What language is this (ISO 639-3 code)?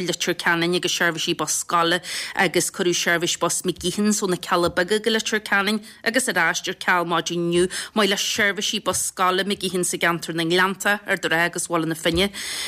gle